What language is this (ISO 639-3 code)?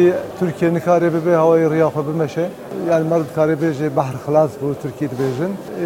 kur